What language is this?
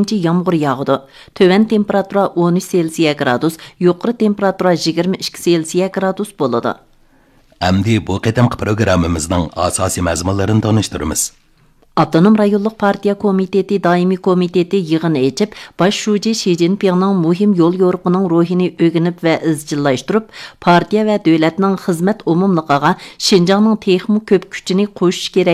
Uyghur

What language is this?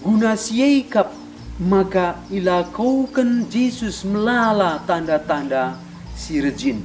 Batak Karo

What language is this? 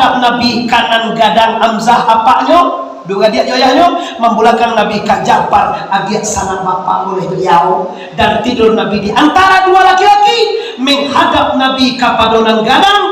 Minangkabau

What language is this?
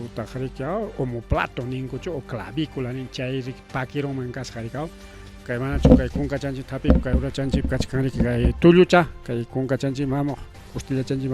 Ayacucho Quechua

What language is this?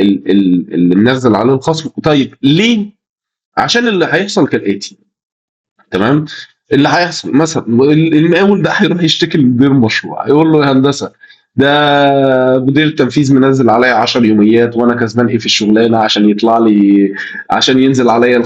Egyptian Arabic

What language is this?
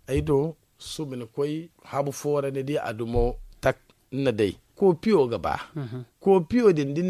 Zarma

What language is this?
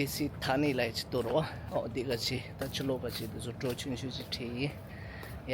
Tibetan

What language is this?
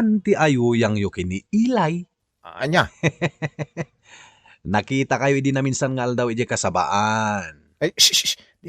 Iloko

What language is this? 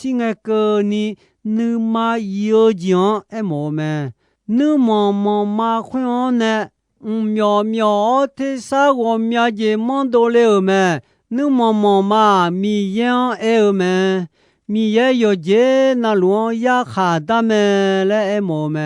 Akha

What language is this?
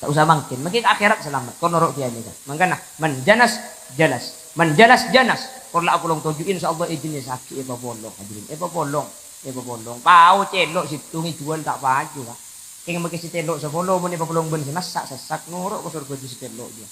Madurese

